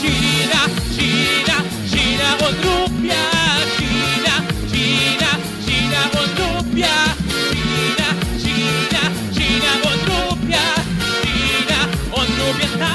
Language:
Bikol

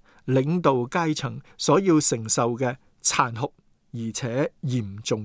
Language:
Cantonese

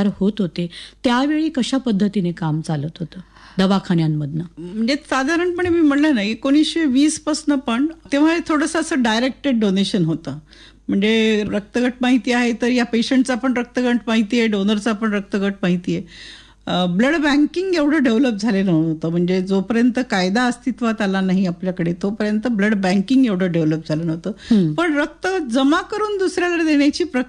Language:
Marathi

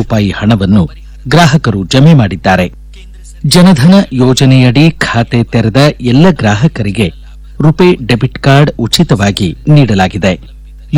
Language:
Kannada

